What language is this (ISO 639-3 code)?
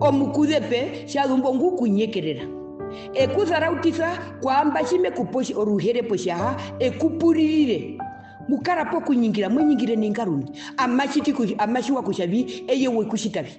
her